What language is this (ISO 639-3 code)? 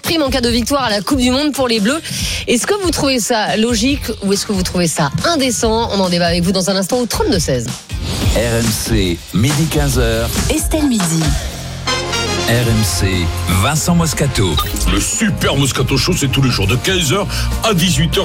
fra